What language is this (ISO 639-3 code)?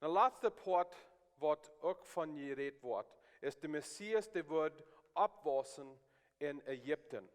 pdt